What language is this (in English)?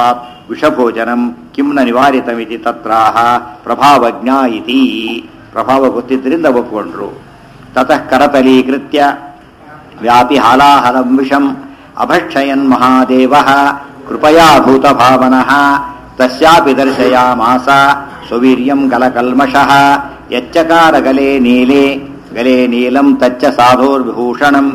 Kannada